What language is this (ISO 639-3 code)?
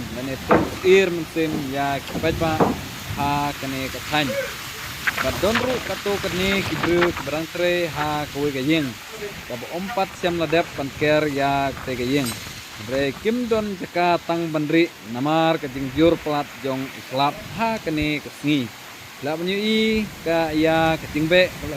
kha